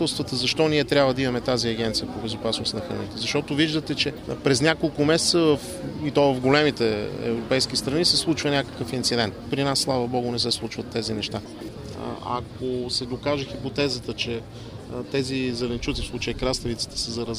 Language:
Bulgarian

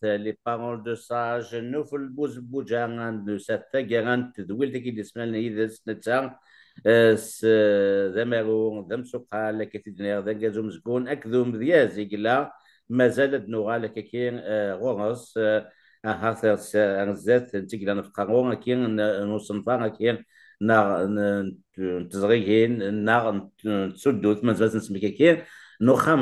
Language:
Kabyle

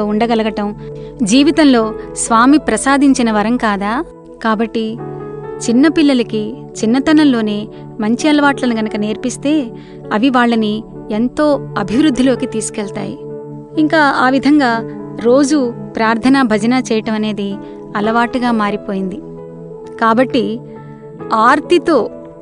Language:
Telugu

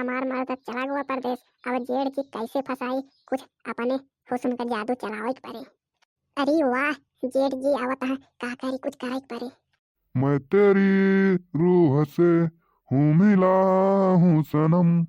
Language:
Bhojpuri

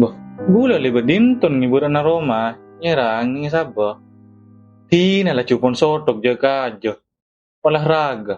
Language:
Madurese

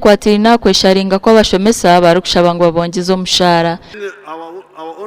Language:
Nyankole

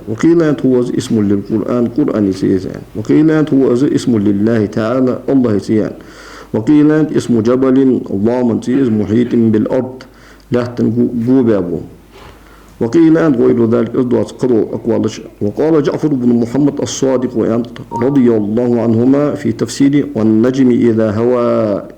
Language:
Ingush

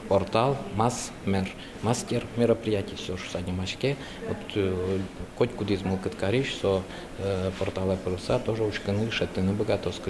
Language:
Udmurt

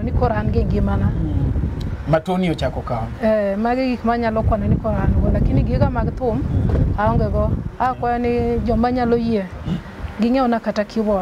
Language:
Luo (Kenya and Tanzania)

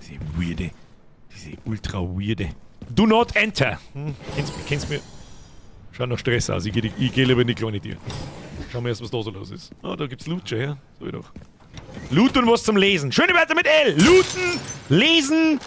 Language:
Bavarian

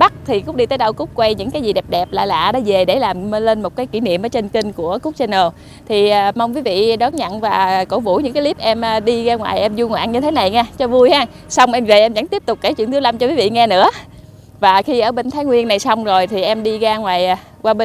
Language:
Vietnamese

